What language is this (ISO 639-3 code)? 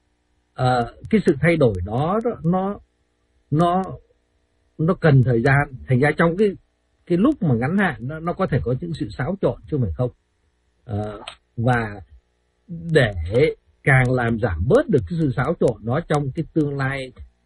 vie